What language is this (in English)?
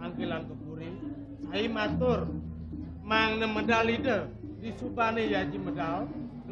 Balinese